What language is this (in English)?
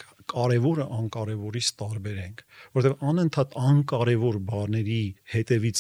Armenian